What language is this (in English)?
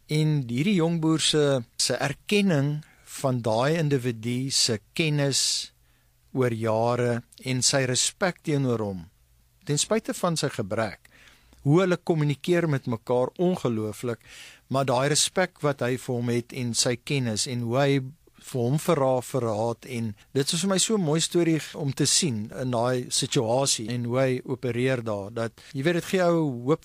Afrikaans